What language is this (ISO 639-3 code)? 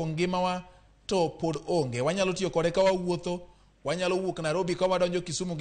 luo